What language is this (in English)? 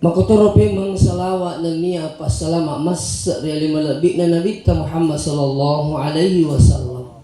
Buginese